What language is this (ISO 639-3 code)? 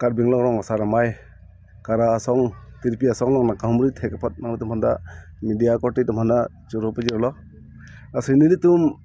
mjw